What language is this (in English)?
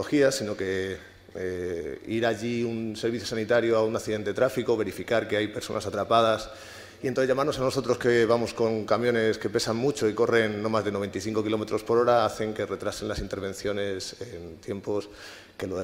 Spanish